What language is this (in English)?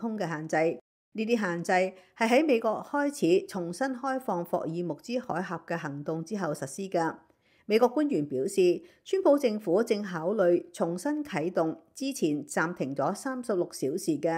Cantonese